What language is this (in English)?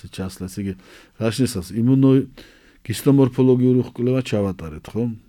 Georgian